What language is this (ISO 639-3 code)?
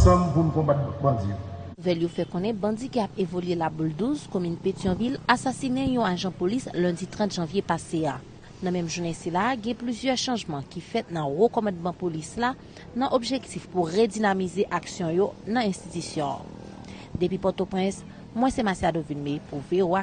hat